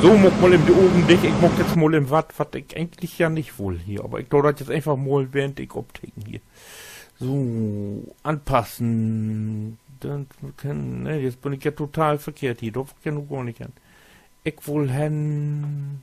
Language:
Low German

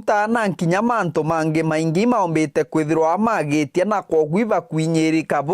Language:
Meru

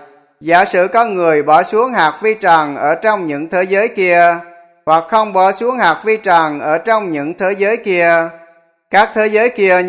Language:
Vietnamese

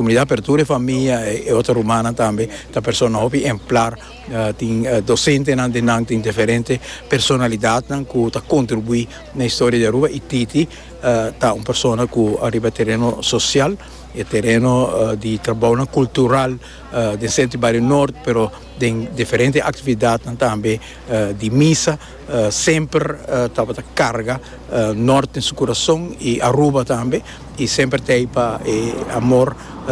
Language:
Papiamento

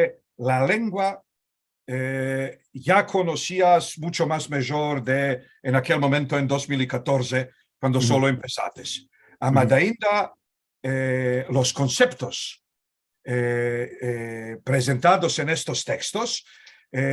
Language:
Ladino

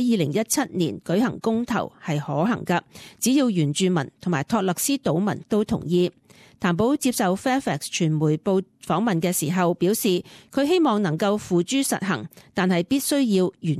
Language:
Cantonese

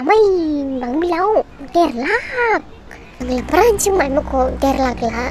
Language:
Dimasa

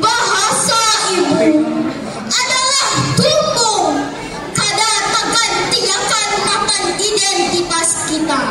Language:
Banjar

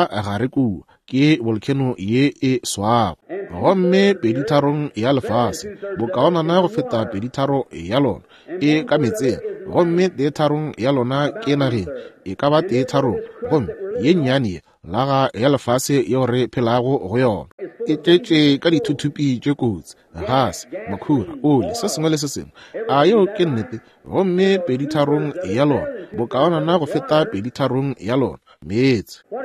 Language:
Northern Sotho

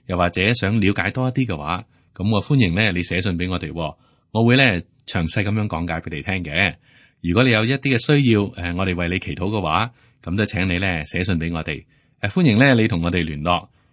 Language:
Cantonese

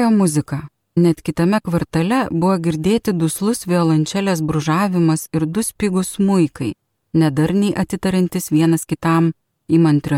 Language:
Lithuanian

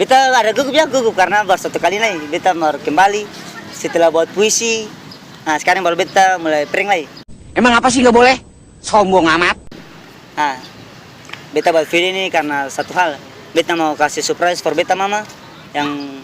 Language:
Ambonese Malay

